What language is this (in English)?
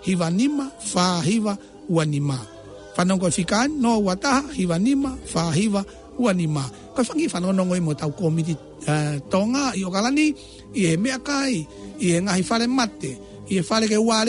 Tongan